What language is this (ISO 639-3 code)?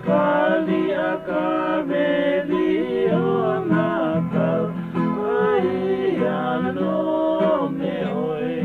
haw